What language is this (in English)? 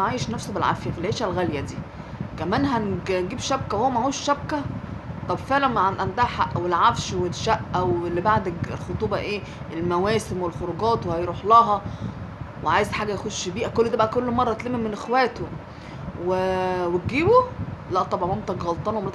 Egyptian Arabic